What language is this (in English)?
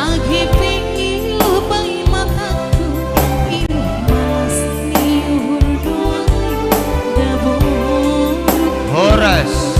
Batak Simalungun